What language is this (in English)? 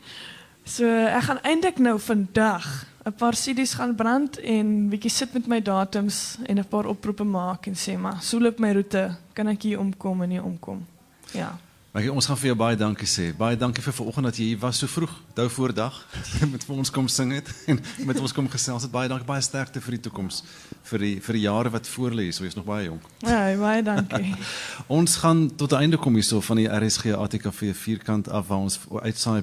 Afrikaans